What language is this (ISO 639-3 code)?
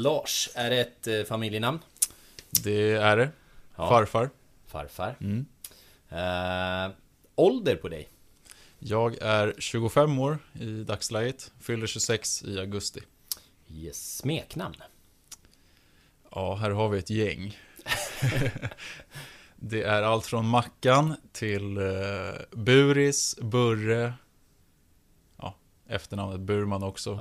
swe